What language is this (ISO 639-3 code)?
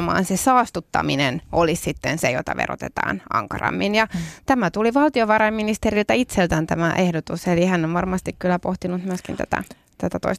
fin